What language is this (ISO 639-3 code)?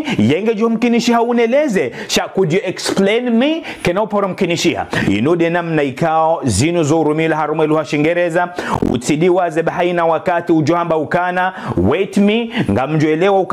zdj